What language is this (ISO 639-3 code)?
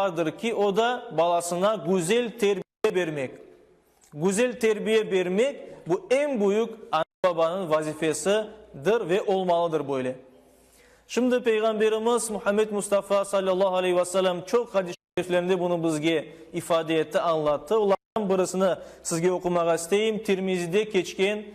crh